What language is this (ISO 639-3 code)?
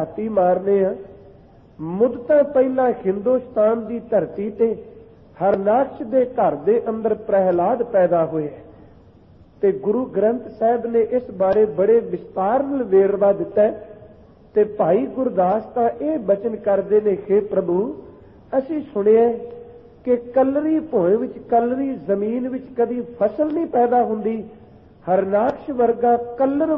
pan